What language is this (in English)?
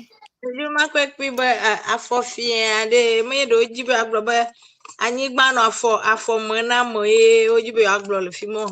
Ewe